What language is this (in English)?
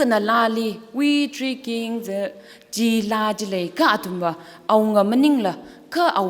Tangkhul Naga (India)